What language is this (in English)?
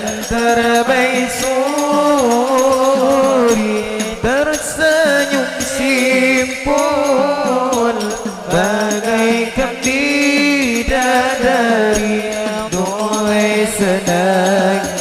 Banjar